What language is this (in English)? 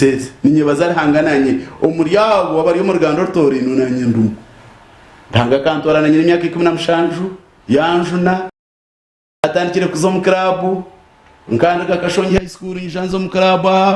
Nyankole